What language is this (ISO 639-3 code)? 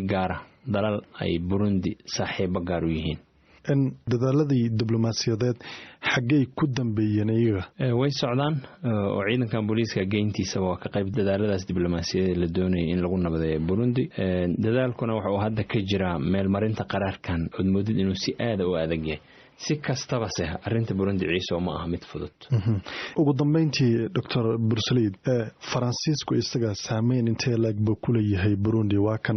som